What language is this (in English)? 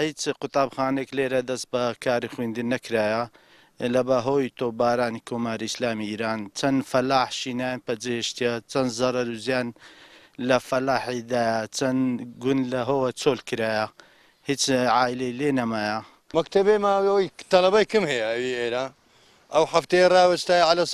Central Kurdish